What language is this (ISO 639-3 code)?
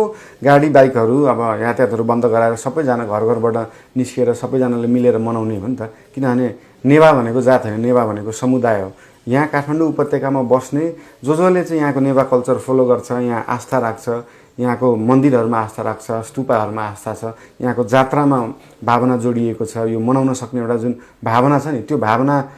nep